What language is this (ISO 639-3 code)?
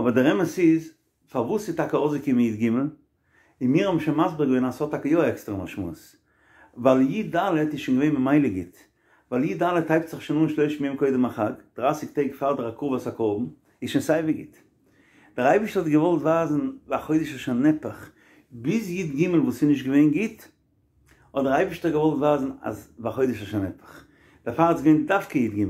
yid